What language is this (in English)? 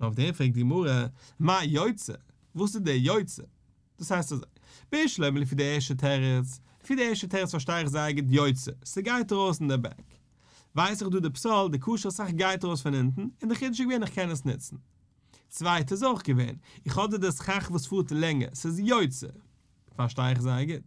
Yiddish